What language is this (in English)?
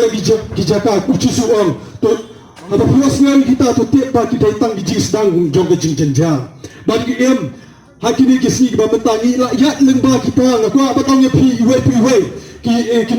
Khasi